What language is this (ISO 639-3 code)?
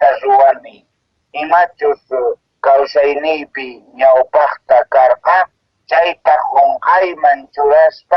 que